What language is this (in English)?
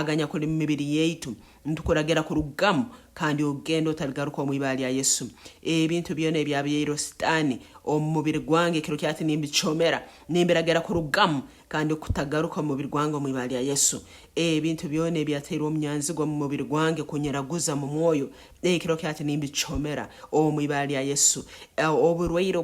Nyankole